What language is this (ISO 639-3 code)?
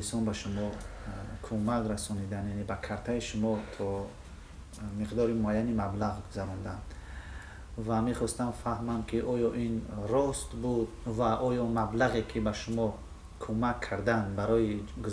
tgk